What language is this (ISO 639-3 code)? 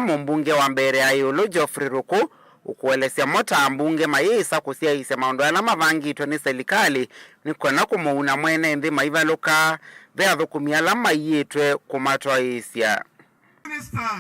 kam